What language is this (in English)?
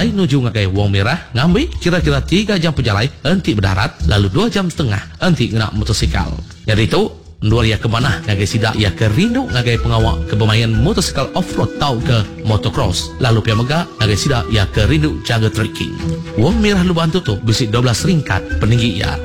Iban